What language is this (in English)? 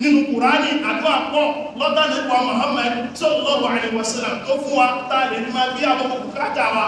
Yoruba